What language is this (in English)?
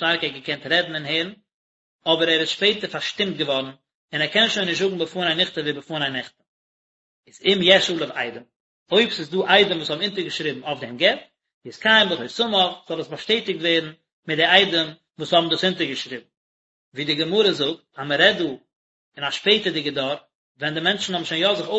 Yiddish